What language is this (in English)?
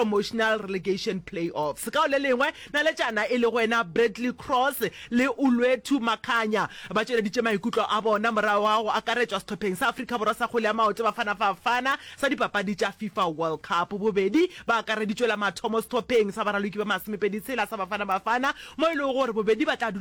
Northern Sotho